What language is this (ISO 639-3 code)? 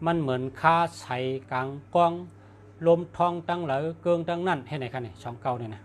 shn